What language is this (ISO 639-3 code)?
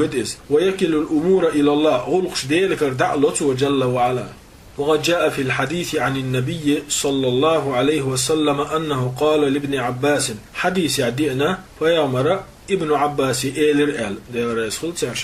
che